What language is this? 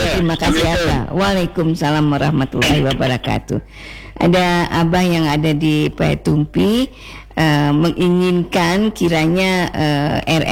Indonesian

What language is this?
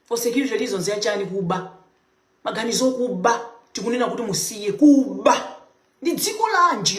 Nyanja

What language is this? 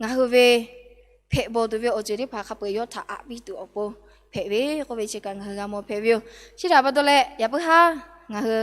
Lahu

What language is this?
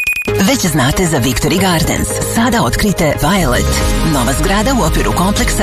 Serbian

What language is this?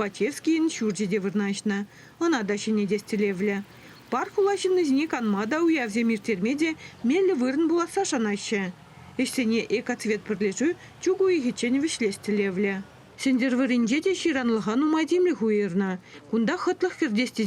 Chuvash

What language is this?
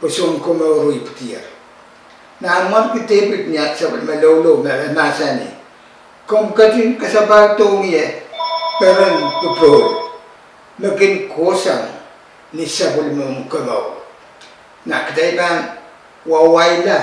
Pohnpeian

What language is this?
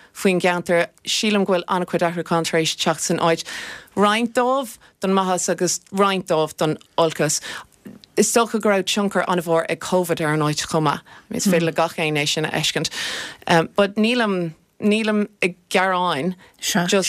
Irish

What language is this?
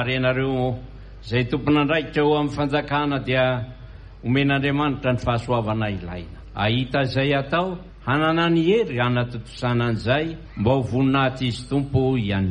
Malagasy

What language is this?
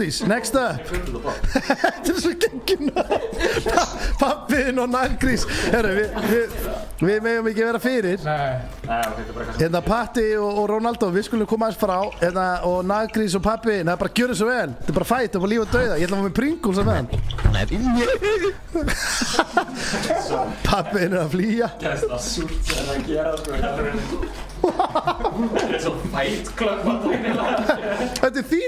Icelandic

